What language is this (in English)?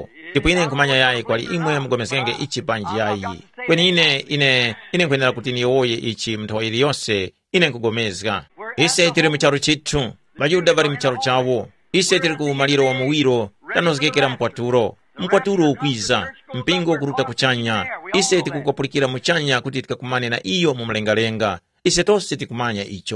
Tumbuka